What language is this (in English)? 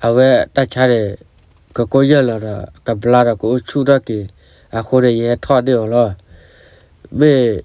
S'gaw Karen